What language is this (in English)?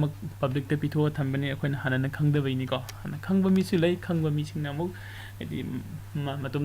Manipuri